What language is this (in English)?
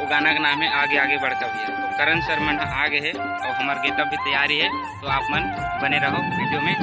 Chhattisgarhi